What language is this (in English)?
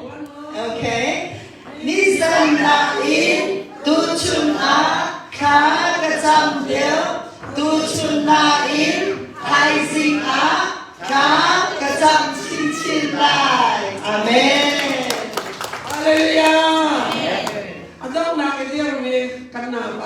Hakha Chin